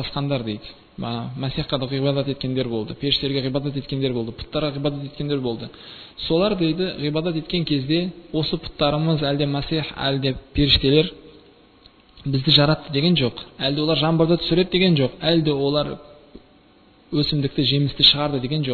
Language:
Kazakh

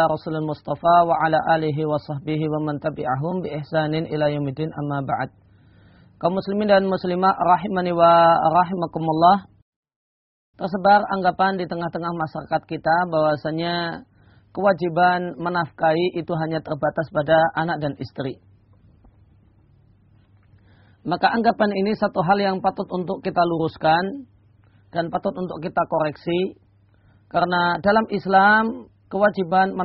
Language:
Indonesian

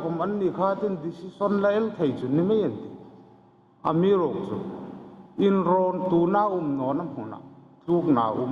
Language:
Hmar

